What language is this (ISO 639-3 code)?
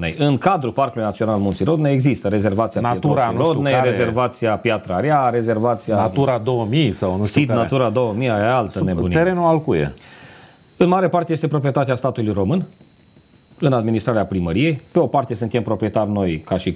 ron